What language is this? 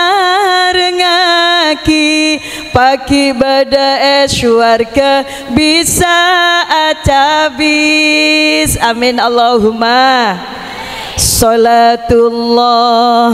Madurese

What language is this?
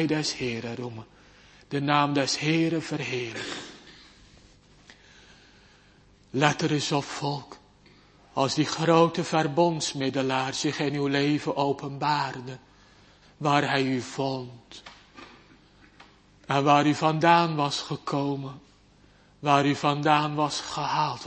Dutch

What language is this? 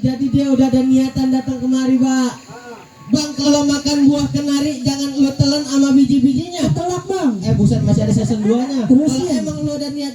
Betawi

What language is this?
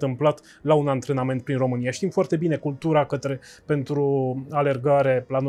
Romanian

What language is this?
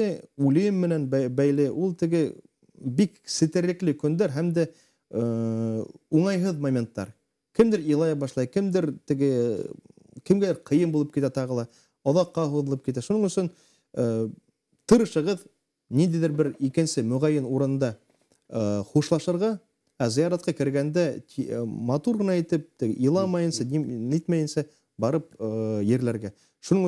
Bashkir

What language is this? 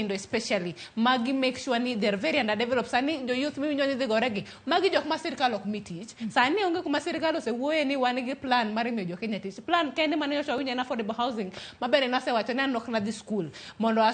Luo (Kenya and Tanzania)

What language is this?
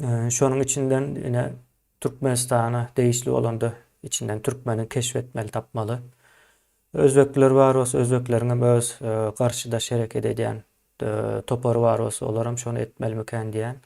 Turkmen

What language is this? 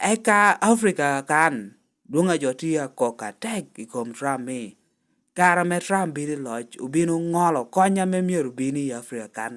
Lango (Uganda)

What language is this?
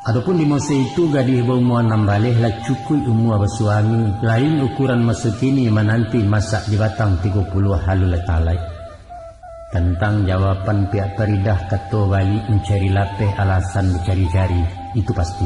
Minangkabau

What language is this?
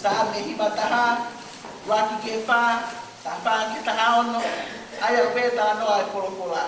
Tongan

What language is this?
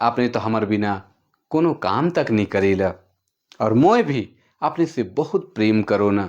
Sadri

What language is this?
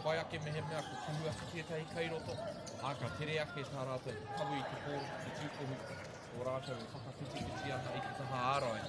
Māori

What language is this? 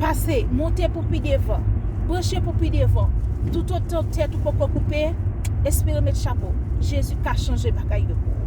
Haitian Creole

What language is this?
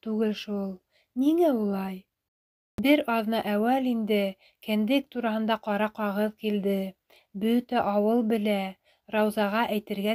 Bashkir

